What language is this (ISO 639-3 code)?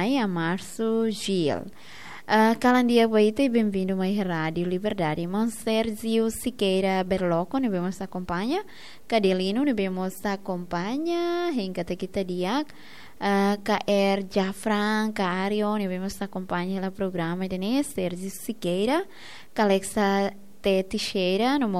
tet